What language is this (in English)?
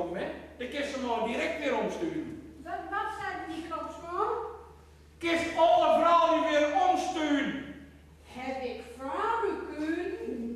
Gronings